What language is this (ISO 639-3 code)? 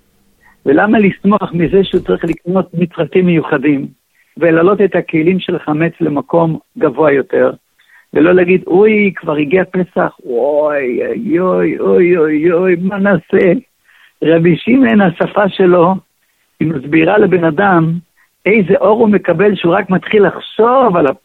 heb